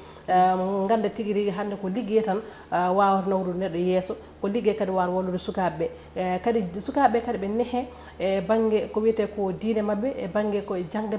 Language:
Fula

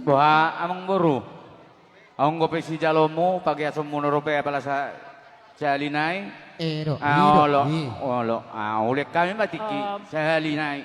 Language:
Batak Toba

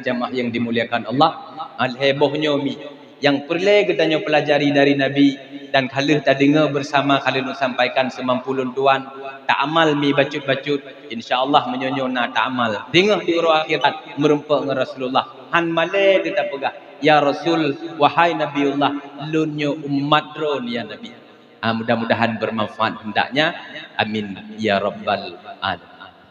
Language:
Achinese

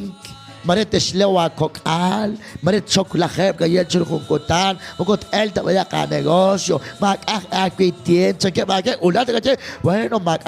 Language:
Kekchí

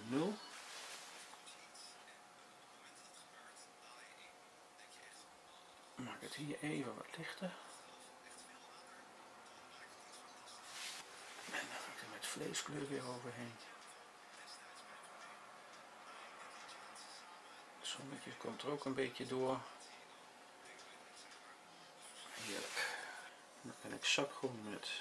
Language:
Dutch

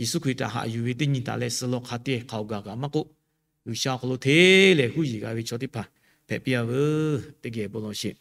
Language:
Lahu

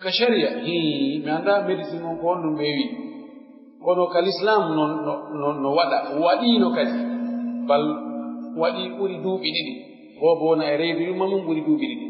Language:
Pular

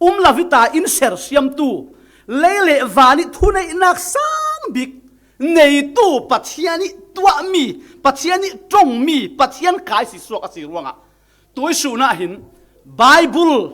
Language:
Falam Chin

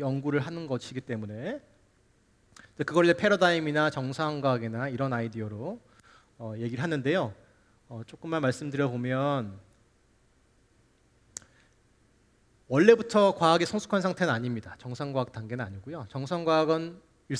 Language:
Korean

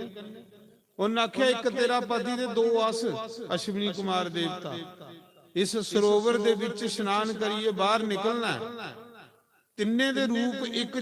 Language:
Dogri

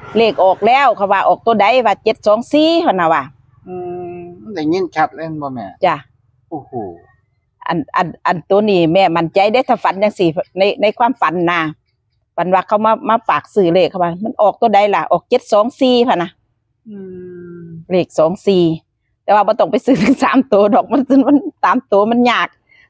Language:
Northeastern Thai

